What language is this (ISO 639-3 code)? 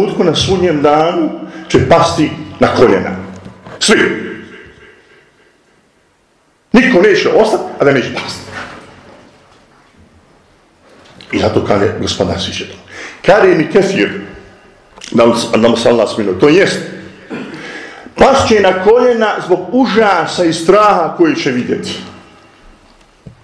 bos